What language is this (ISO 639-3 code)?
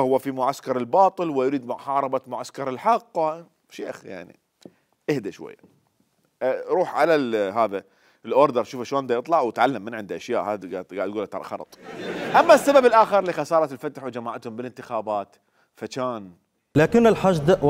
acm